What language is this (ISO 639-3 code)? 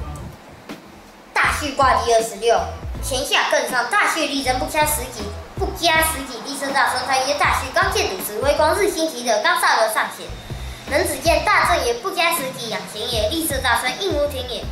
lzh